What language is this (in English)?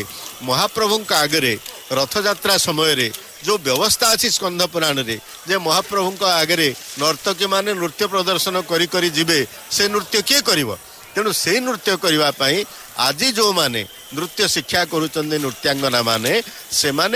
Odia